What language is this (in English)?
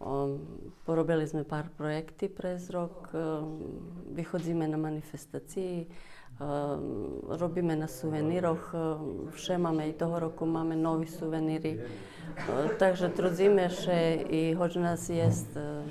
Rusyn